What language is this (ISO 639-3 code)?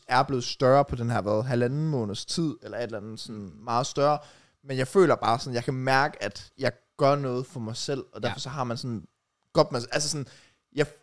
dan